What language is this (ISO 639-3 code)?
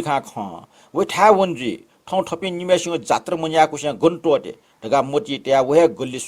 new